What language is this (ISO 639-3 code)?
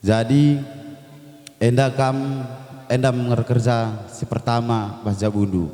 btx